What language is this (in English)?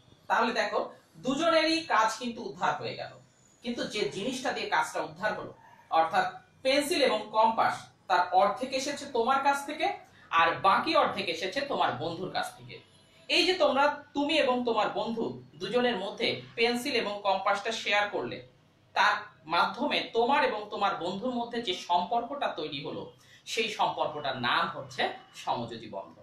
Bangla